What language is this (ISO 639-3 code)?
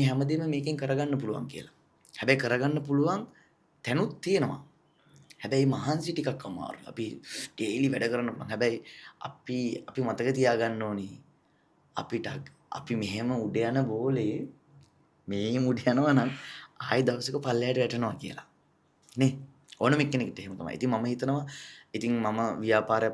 sin